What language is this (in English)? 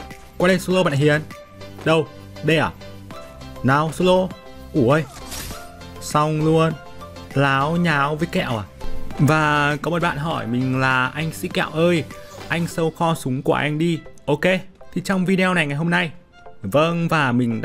Vietnamese